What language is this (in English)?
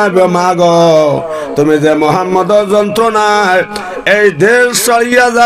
Sylheti